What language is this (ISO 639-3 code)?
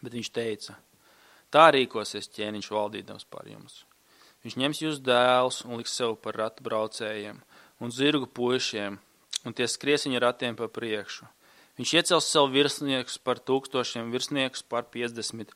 lav